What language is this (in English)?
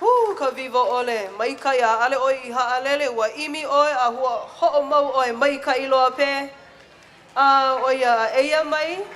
Hawaiian